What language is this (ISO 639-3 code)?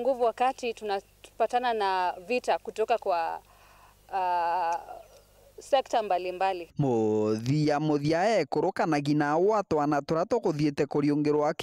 mer